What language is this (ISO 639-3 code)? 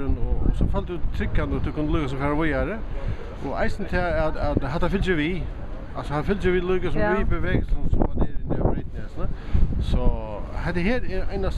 fao